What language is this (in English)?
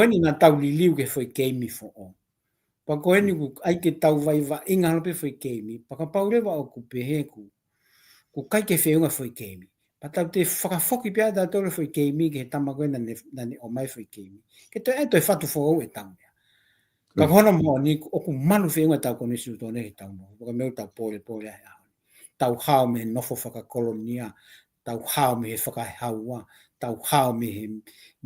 Tongan